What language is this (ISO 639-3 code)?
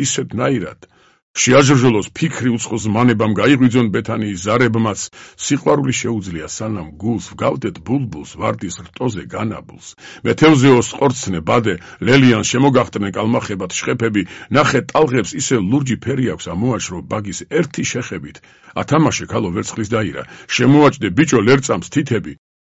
kat